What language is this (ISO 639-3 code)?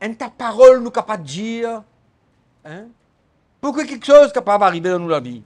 mfe